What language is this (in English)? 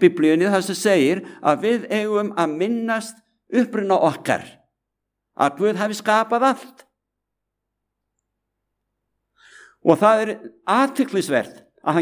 Icelandic